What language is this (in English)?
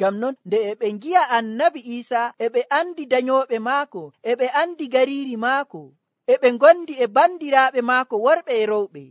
Nigerian Fulfulde